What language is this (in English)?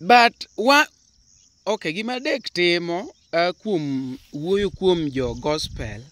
Luo (Kenya and Tanzania)